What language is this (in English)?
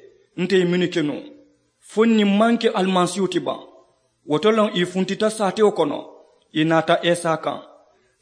Mandingo